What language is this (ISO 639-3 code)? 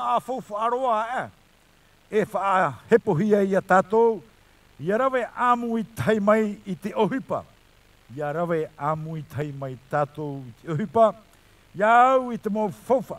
tah